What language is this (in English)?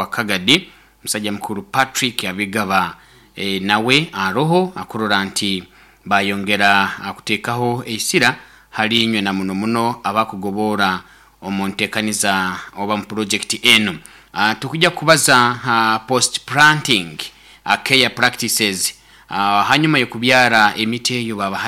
Nyoro